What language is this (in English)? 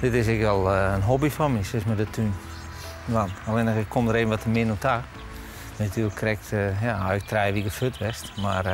Western Frisian